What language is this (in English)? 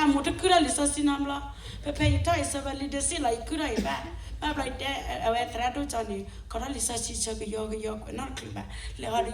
S'gaw Karen